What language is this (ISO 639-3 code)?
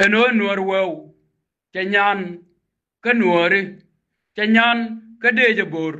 nus